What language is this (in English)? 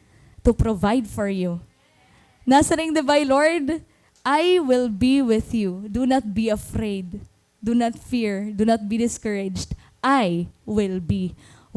Waray